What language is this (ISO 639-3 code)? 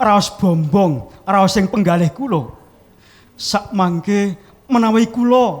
jav